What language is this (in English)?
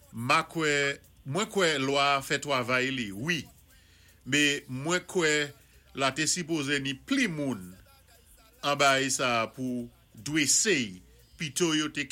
Saint Lucian Creole French